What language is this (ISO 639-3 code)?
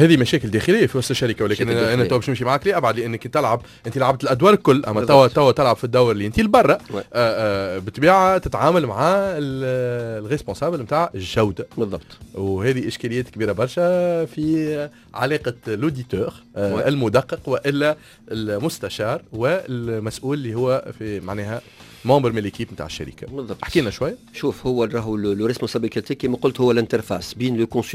aeb